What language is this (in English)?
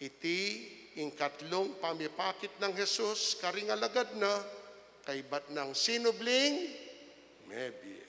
Pampanga